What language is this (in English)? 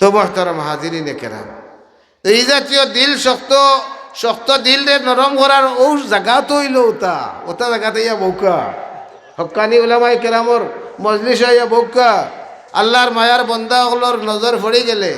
Sylheti